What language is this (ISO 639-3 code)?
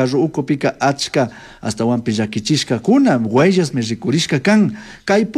qug